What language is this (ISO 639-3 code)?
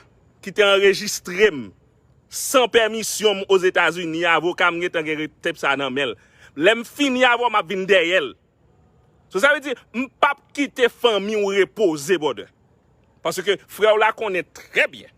hat